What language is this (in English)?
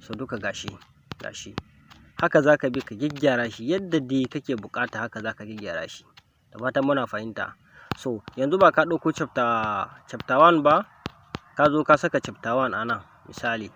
Hausa